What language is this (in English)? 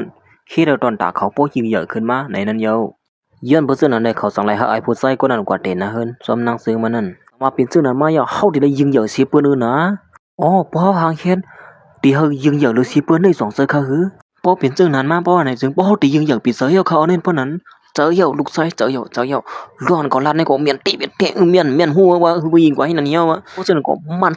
Shan